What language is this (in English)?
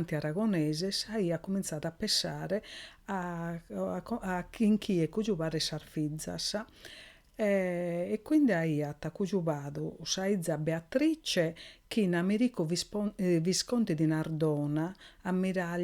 Sardinian